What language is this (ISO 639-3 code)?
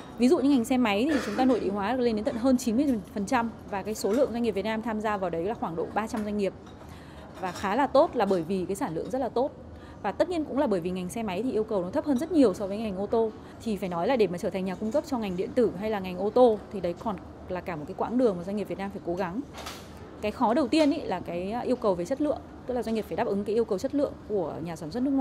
vie